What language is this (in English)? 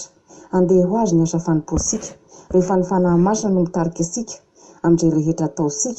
Malagasy